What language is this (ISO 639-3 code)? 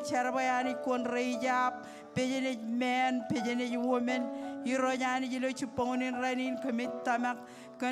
mah